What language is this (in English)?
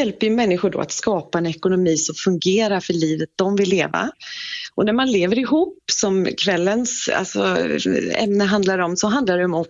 Swedish